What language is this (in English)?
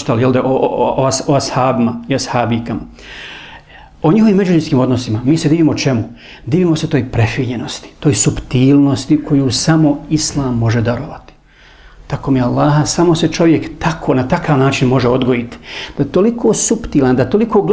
Bosnian